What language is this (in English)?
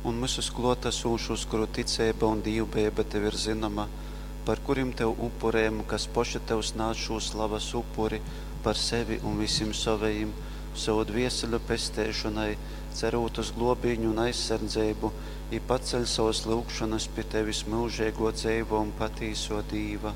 Latgalian